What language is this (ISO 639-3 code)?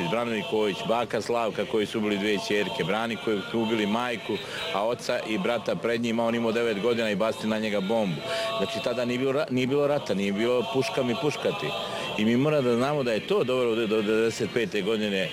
srp